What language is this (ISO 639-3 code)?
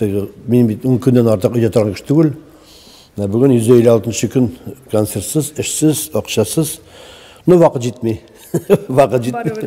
tat